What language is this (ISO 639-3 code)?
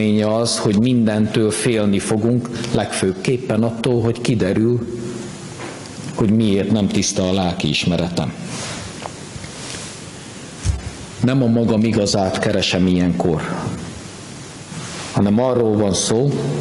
hun